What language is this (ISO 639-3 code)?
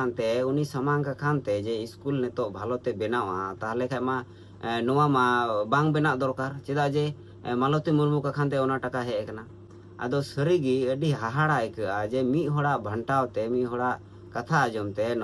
sat